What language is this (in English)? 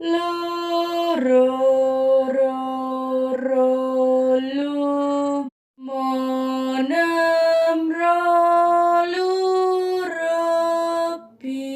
Javanese